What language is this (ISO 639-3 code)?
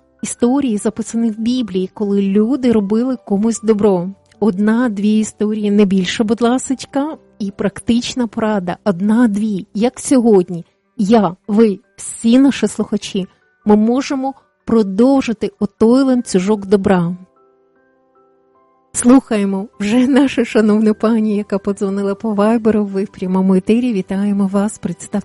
ukr